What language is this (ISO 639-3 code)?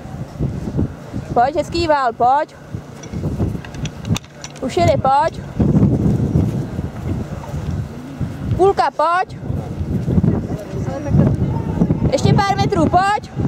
ces